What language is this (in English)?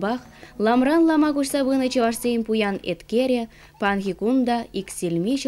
Chuvash